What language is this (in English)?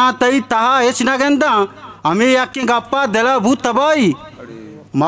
Eastern Balochi